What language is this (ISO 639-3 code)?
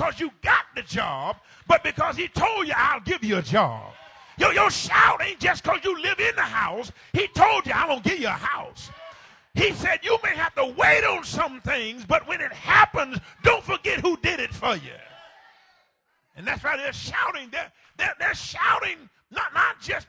eng